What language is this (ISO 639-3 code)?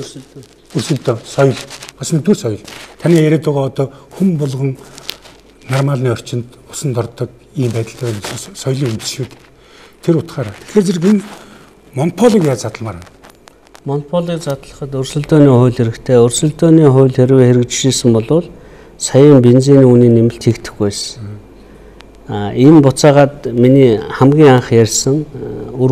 mon